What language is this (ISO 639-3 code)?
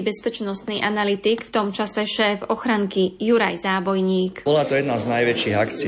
slk